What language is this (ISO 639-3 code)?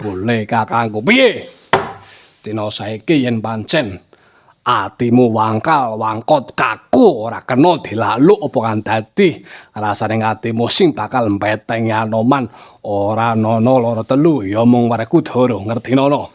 jav